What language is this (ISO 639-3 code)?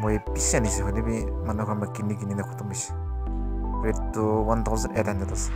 nag